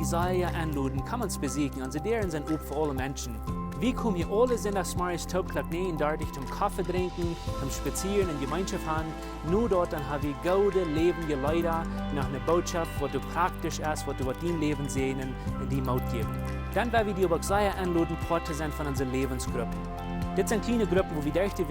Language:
Plautdietsch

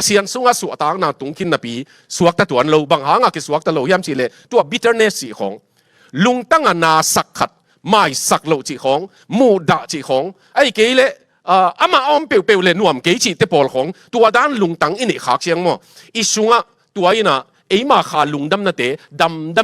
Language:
Tedim Chin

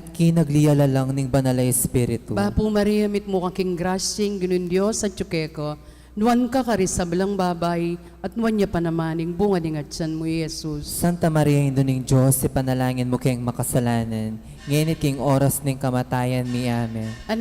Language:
Pampanga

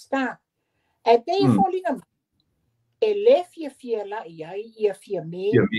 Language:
Samoan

